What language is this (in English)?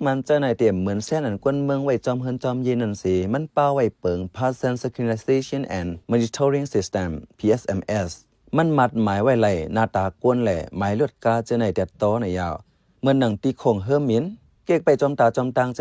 Shan